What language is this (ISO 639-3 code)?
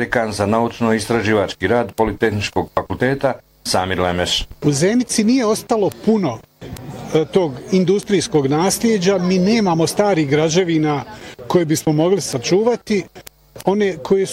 bos